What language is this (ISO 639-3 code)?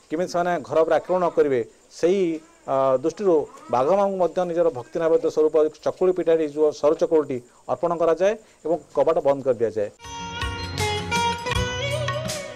ori